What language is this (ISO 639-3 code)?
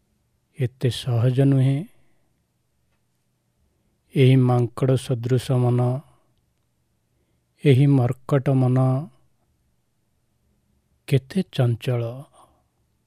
ori